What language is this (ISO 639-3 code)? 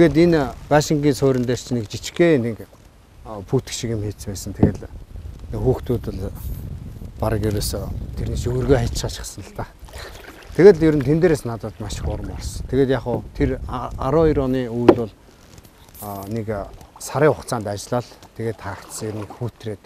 mon